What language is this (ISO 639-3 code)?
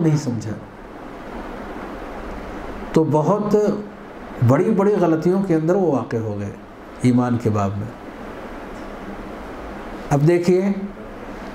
urd